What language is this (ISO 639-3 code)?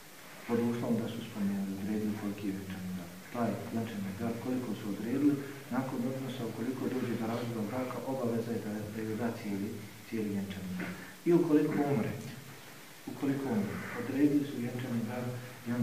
bos